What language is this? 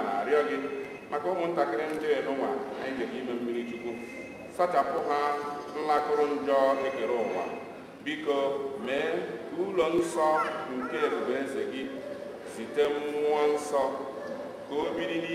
Igbo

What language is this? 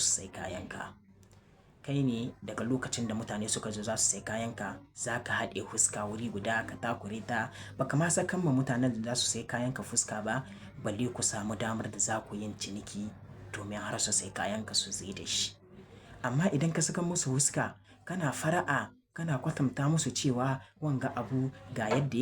Hausa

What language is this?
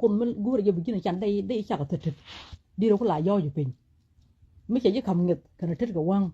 Nuer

